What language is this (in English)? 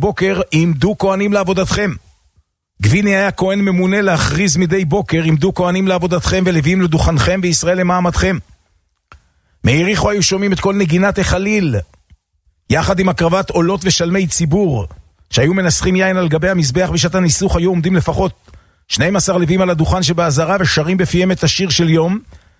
Hebrew